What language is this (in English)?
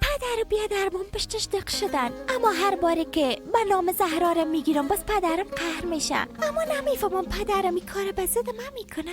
Persian